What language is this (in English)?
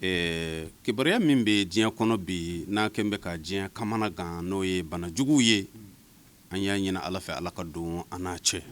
Bambara